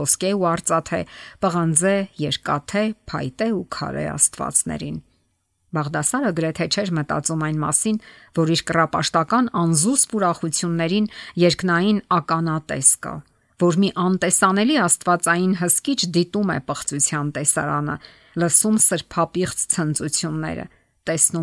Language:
Armenian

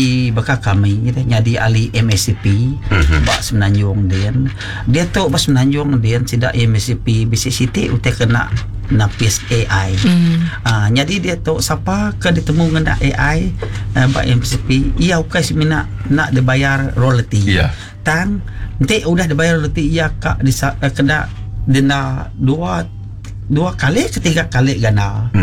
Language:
Iban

